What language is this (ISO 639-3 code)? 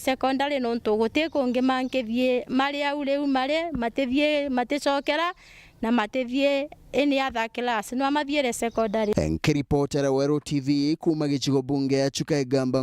mer